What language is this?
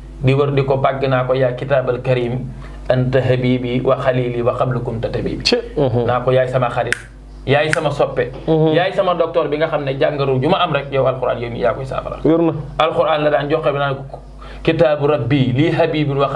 Wolof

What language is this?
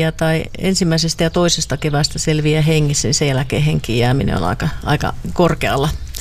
Finnish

